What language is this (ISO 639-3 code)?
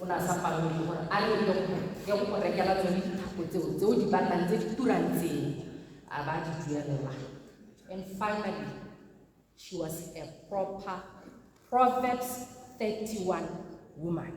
tsn